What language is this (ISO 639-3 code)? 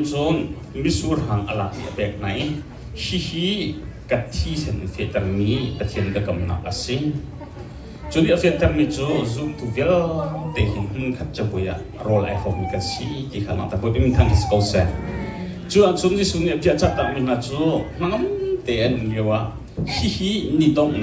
cnh